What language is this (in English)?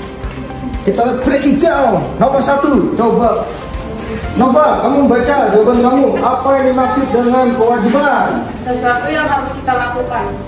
Indonesian